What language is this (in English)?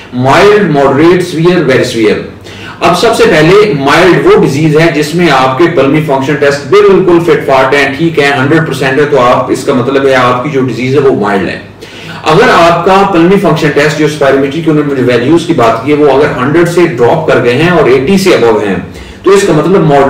Hindi